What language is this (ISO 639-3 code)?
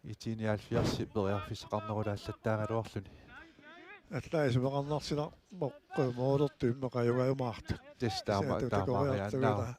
kal